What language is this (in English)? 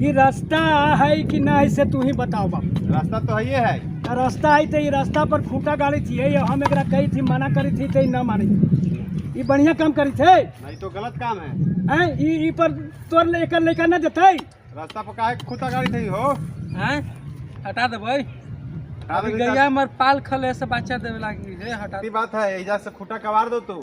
Magahi